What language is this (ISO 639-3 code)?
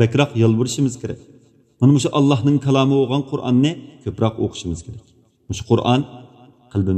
uig